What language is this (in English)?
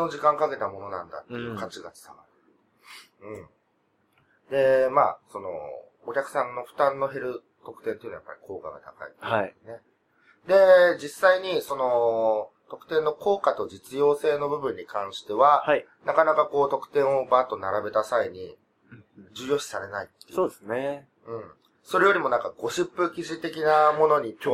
Japanese